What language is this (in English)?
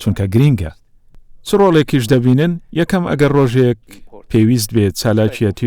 Central Kurdish